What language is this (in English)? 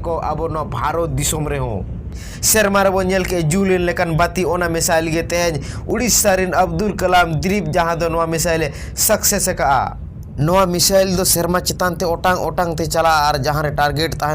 Santali